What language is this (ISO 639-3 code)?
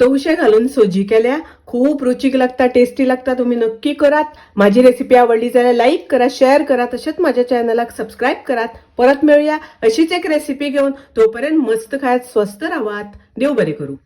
kok